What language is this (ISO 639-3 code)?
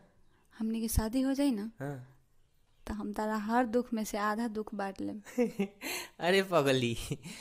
bho